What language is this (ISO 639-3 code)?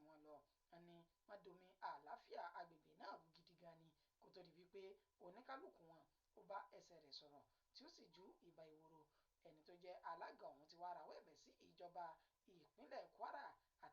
yor